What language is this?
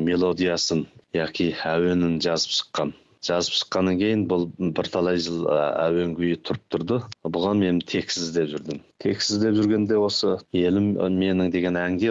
Kazakh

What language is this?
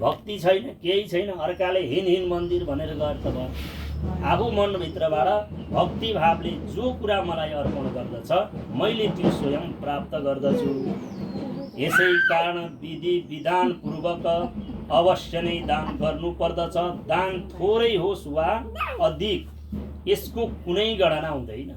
Nepali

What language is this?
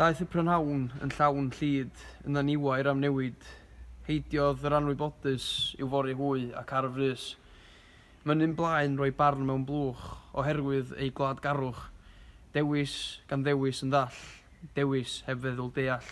Welsh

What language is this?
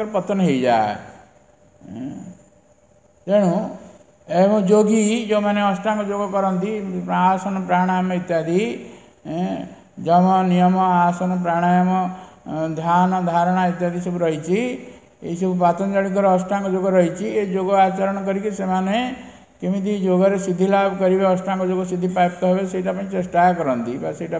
Odia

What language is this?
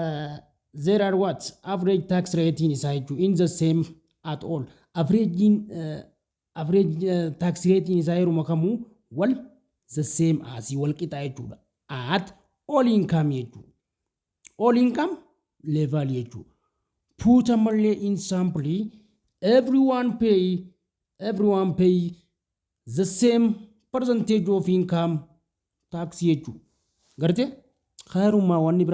Oromo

